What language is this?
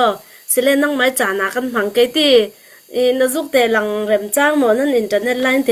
Hakha Chin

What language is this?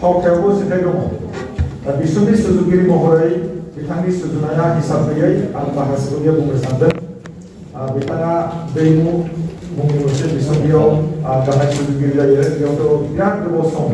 Bodo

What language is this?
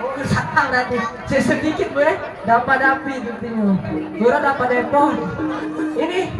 Musi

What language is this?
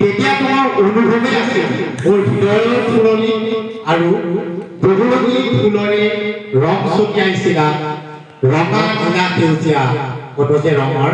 Assamese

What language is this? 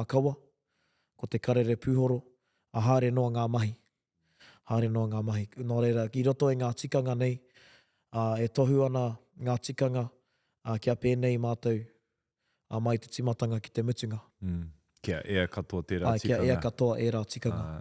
Māori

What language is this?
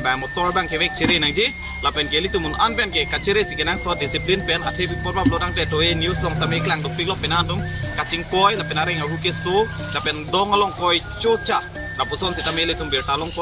Karbi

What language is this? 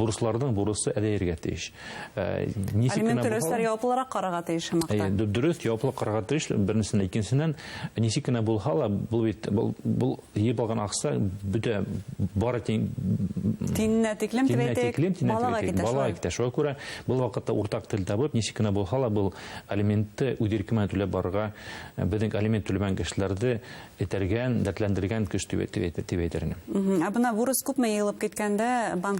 Bashkir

